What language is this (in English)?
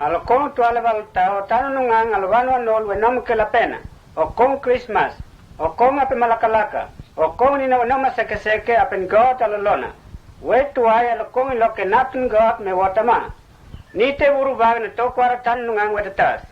Mota